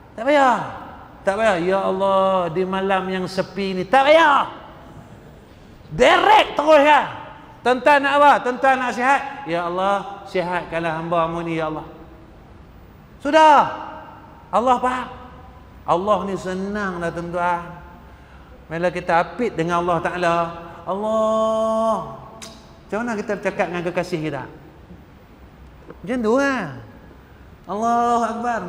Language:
Malay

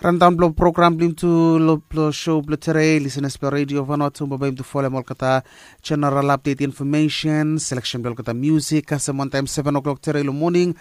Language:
Bislama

